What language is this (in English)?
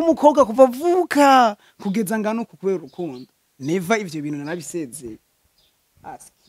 Rundi